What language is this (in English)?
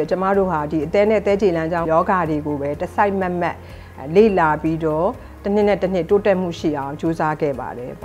Burmese